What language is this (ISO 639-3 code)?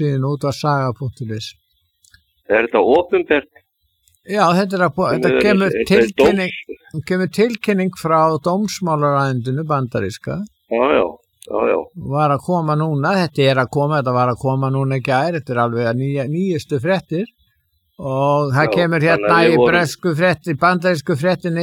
isl